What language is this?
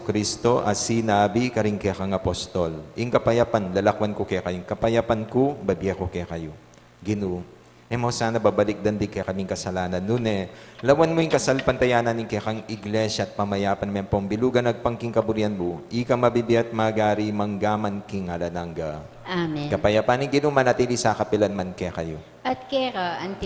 Pampanga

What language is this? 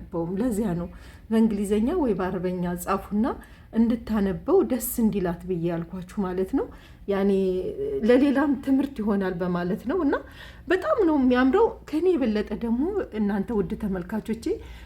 Amharic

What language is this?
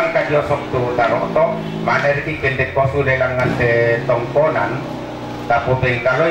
Toraja-Sa'dan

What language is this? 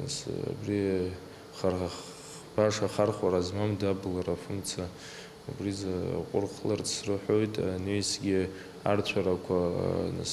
Abkhazian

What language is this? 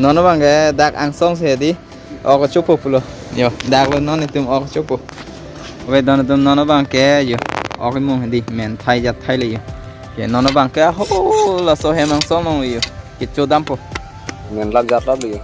Karbi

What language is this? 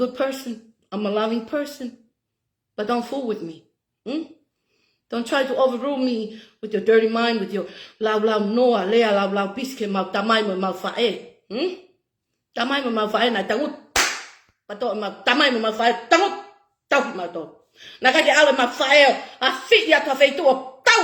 Tongan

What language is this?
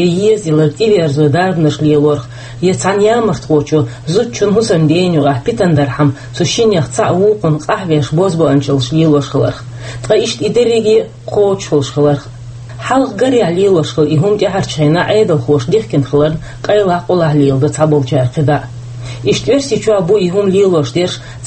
Chechen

